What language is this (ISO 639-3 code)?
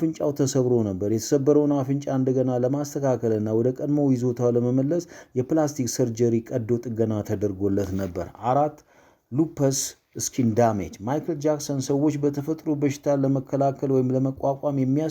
amh